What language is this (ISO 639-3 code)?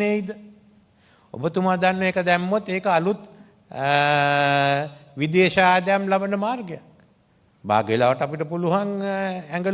sin